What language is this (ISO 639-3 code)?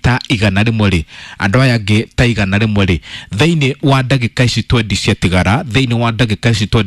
kik